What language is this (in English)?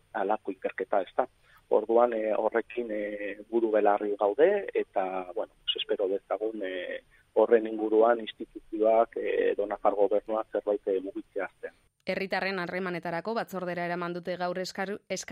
Basque